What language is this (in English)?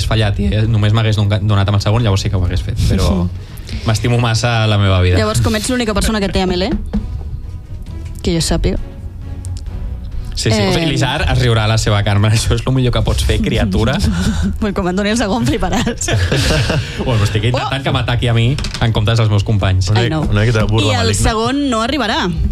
Catalan